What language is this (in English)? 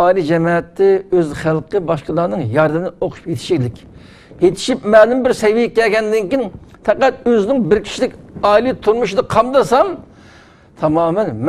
Uyghur